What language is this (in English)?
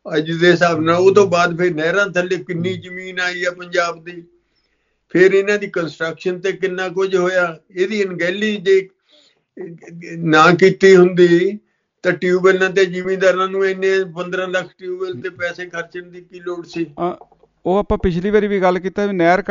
Punjabi